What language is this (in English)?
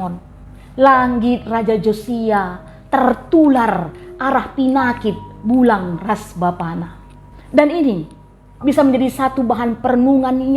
Batak Karo